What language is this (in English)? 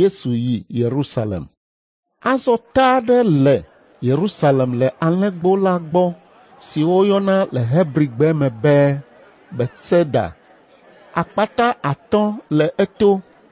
Ewe